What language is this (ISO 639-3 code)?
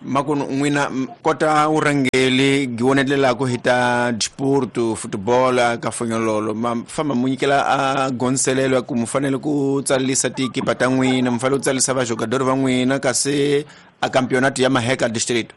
tso